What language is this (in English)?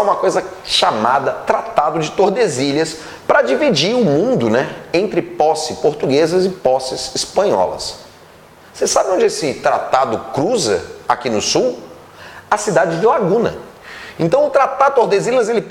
Portuguese